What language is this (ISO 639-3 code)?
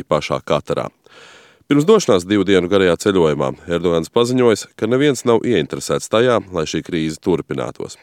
lav